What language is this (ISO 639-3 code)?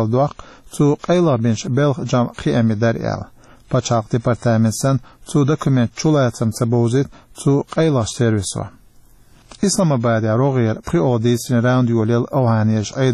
che